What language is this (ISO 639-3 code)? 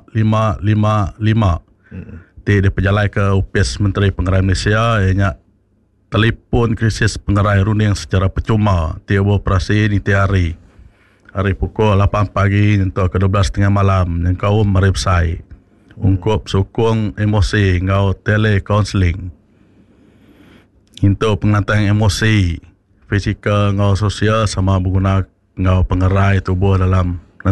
iba